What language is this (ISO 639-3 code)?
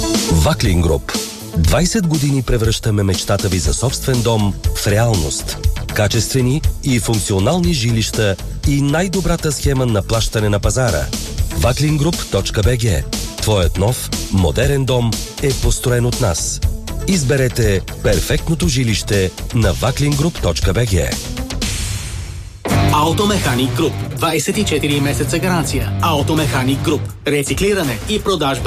bul